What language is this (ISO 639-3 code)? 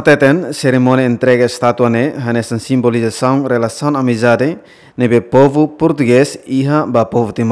tet